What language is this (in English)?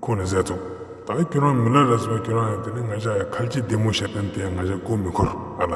Ladakhi